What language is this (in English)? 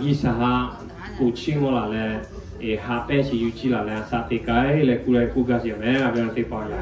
Lahu